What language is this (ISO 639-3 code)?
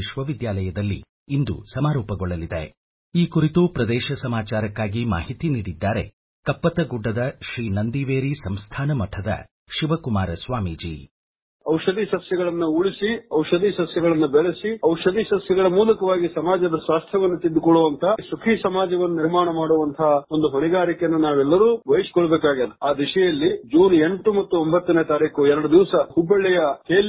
kan